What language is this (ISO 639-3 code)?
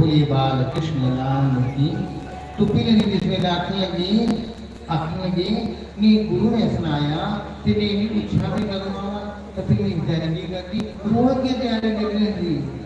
doi